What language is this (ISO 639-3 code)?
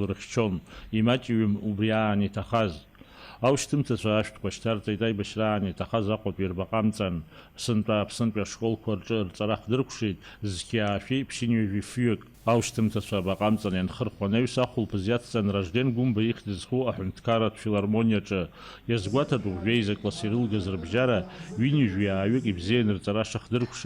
abk